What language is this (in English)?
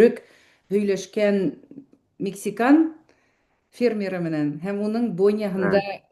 Bashkir